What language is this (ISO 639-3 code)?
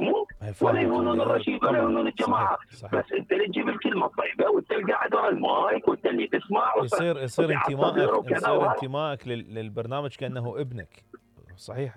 acm